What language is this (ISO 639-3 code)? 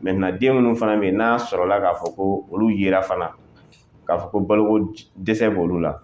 bam